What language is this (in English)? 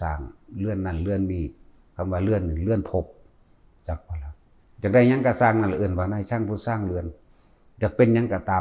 Northeastern Thai